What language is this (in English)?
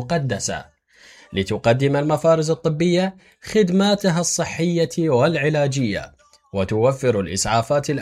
Mesopotamian Arabic